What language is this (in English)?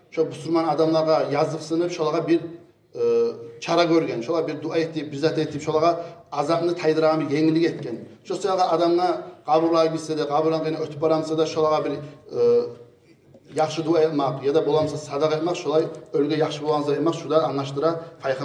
Kumyk